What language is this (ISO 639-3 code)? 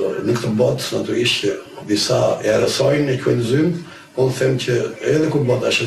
sqi